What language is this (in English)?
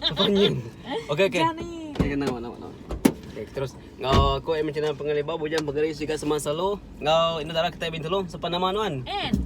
Iban